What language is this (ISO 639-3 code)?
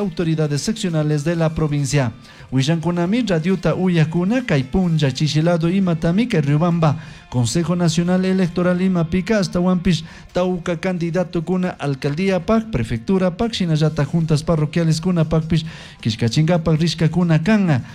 qug